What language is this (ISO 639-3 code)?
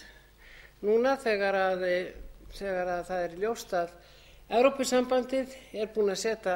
isl